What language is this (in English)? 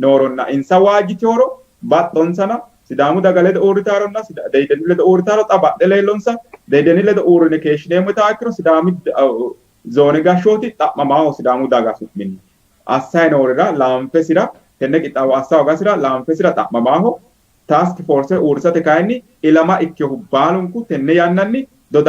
Sidamo